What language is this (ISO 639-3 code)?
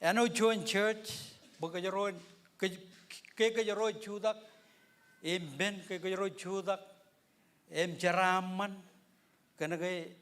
mah